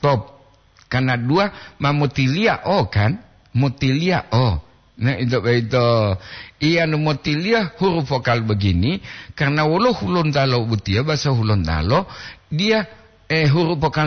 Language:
Gorontalo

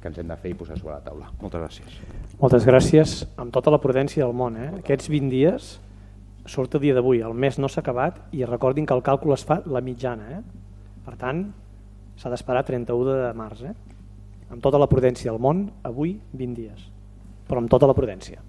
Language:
Catalan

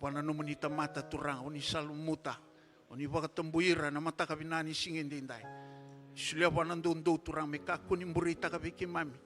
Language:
Fijian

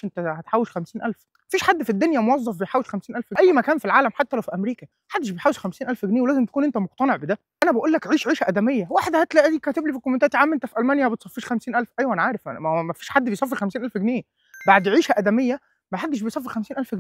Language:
Egyptian Arabic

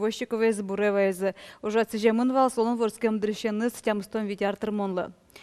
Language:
Udmurt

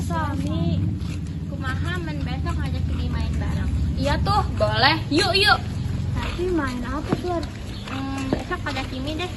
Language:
Sundanese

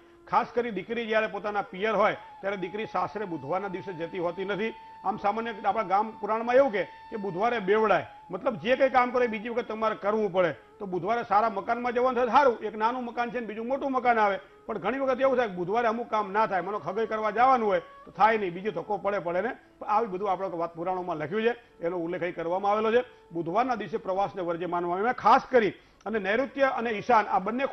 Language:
Gujarati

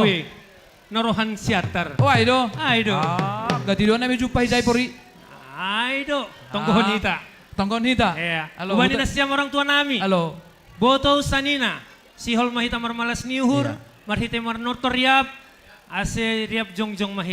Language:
Batak Simalungun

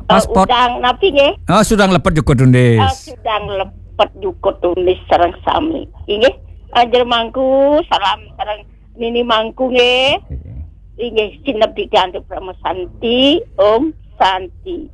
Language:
Balinese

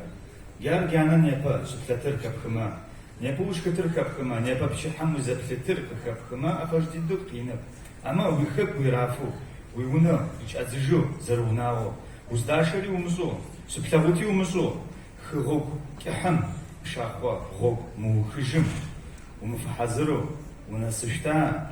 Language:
Adyghe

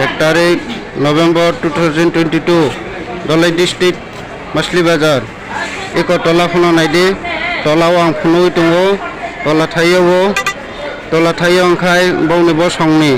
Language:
Riang (India)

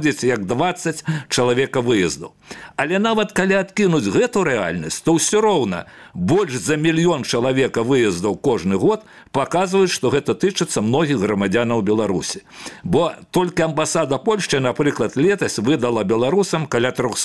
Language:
Belarusian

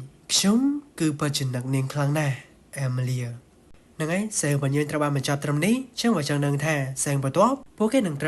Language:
Khmer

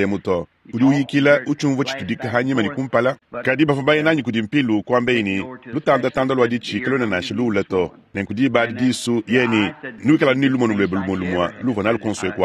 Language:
Luba-Lulua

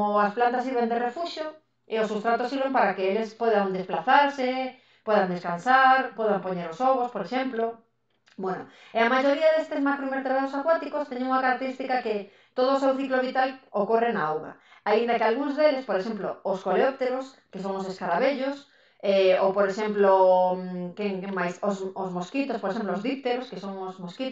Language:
Galician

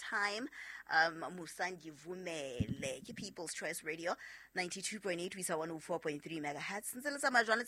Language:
Southern Sotho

